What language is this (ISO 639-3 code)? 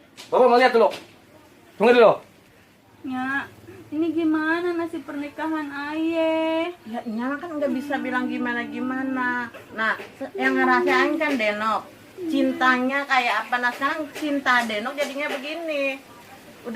bew